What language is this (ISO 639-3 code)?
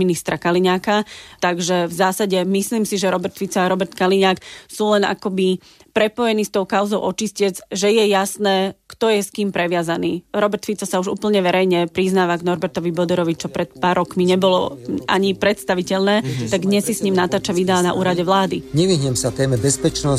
slk